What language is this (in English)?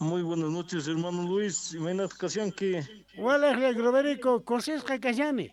South Bolivian Quechua